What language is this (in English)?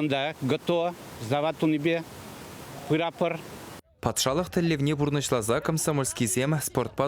Chuvash